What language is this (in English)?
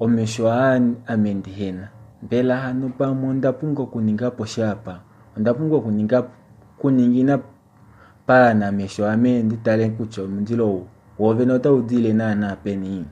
Kuanyama